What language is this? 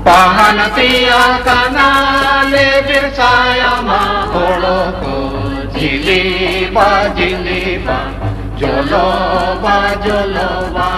Santali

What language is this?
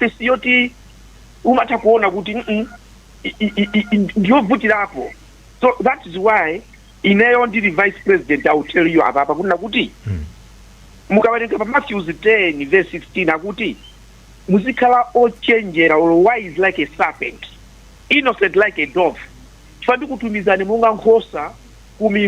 Nyanja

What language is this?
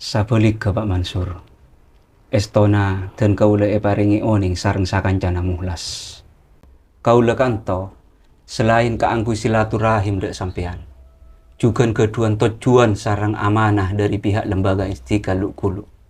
Madurese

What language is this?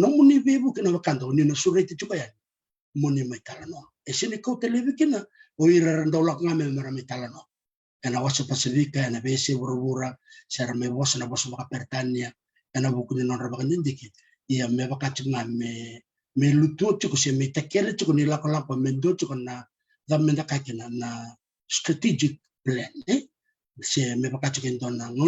Fijian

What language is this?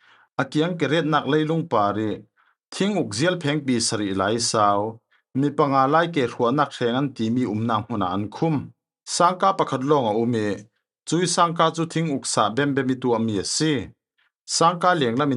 Falam Chin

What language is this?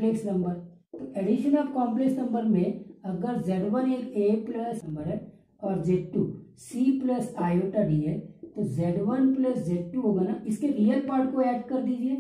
Hindi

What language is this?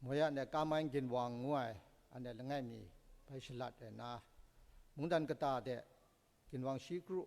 Kachin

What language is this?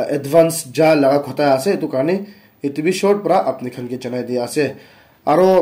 Naga Pidgin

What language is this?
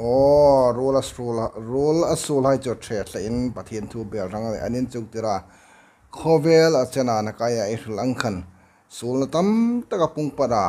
Hmar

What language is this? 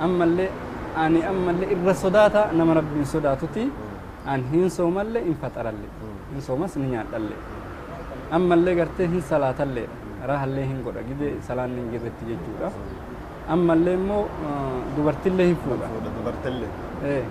Oromo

